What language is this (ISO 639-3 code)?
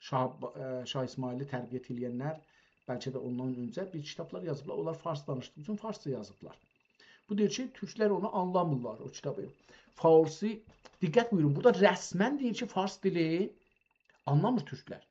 azb